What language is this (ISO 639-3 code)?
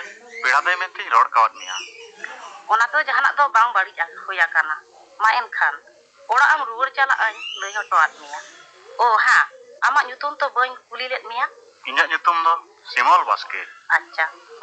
sat